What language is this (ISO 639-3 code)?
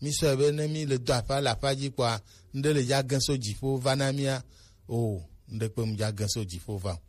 gej